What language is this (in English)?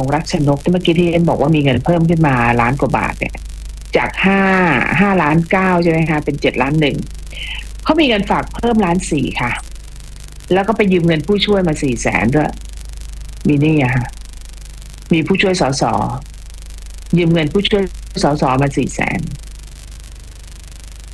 Thai